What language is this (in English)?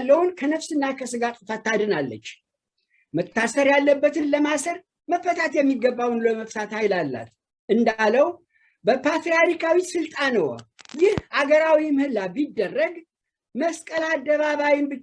Amharic